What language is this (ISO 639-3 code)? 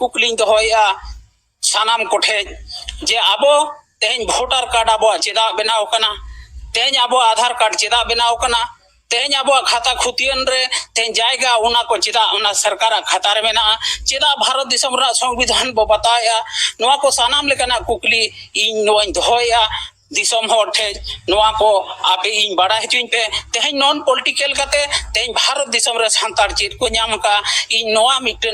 sat